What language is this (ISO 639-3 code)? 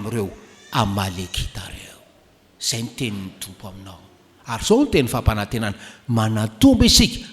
mlg